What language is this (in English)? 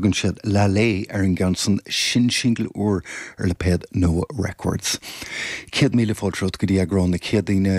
Irish